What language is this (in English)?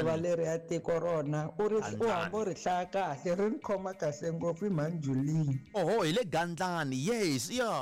Tsonga